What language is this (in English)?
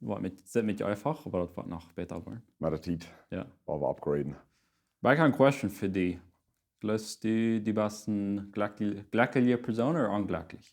Plautdietsch